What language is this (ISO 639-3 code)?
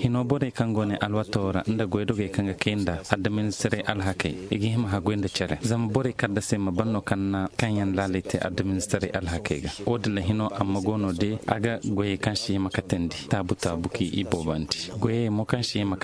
dje